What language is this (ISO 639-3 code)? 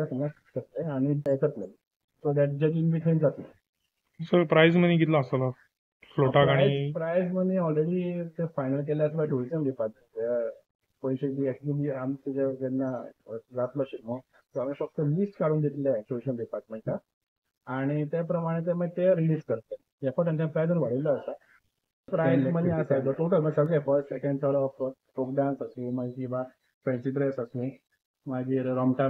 kok